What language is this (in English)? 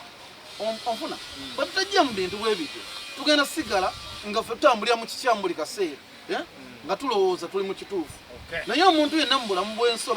Ganda